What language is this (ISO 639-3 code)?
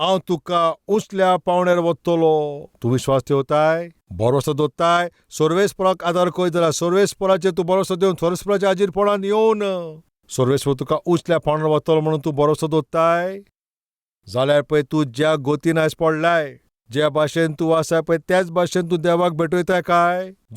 kok